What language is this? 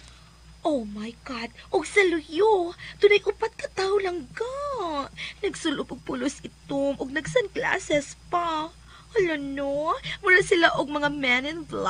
Cebuano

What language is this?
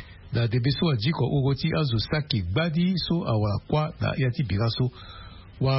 Sango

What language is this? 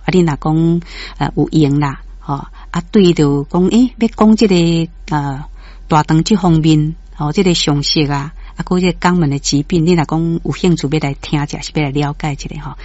Min Nan Chinese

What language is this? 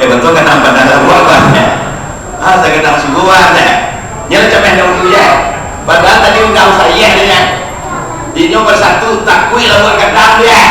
Minangkabau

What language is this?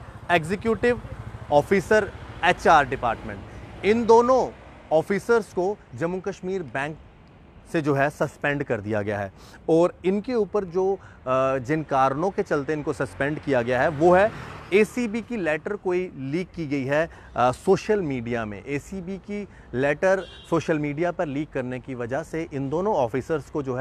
Hindi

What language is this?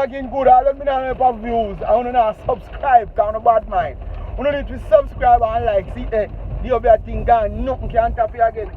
Jamaican Creole English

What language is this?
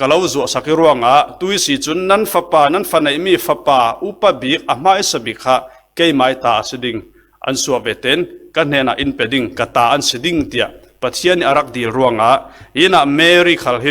Falam Chin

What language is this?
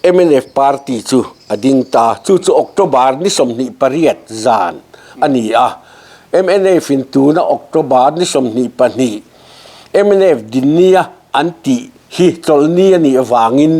Mizo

